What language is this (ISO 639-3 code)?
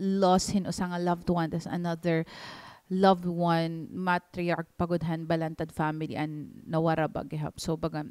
war